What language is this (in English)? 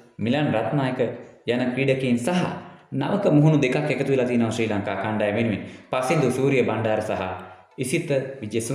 Sinhala